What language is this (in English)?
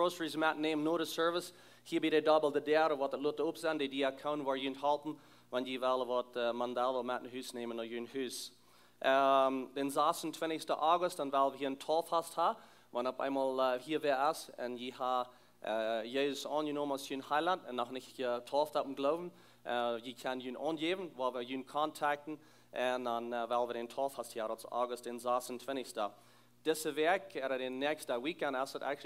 Plautdietsch